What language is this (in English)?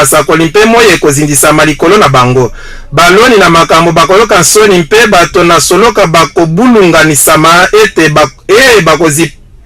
Lingala